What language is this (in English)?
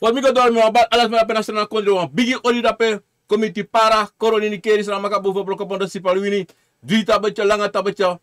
Sranan Tongo